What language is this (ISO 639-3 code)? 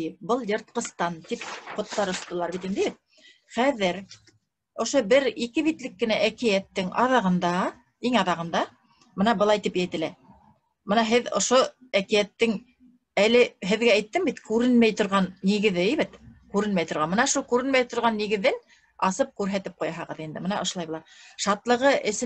bak